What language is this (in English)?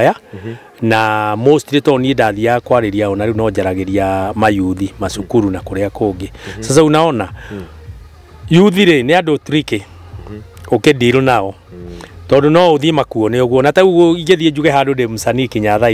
Kikuyu